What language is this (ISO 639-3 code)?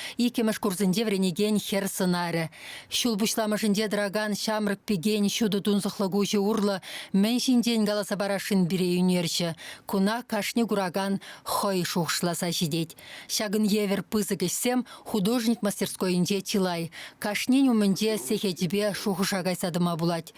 chv